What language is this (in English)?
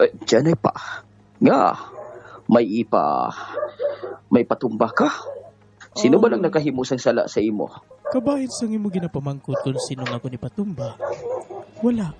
Hiligaynon